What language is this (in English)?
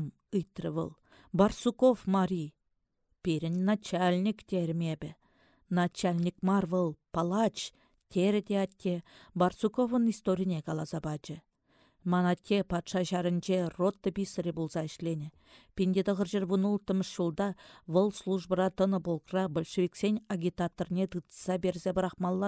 Chuvash